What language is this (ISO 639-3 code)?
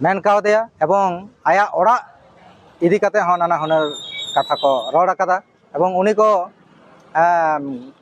sat